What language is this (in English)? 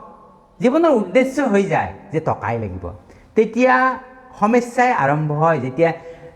Assamese